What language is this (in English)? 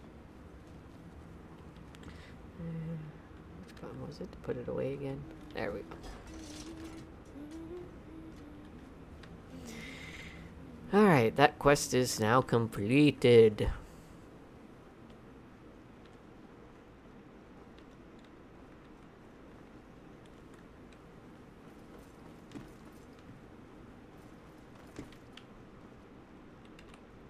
English